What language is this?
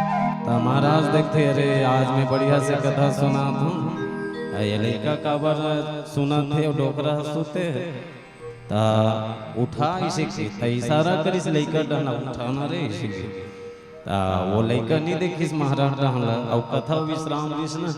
Chhattisgarhi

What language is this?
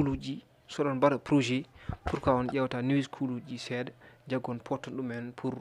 Fula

